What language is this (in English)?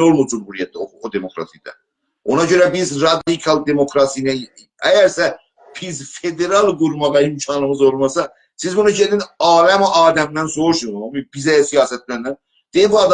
South Azerbaijani